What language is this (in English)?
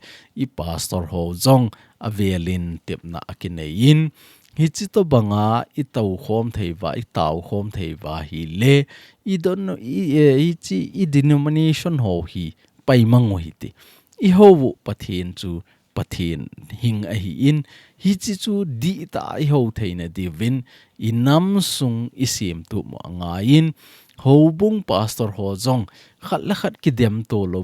Thado Chin